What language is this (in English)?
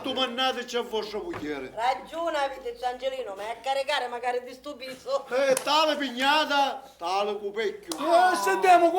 Sicilian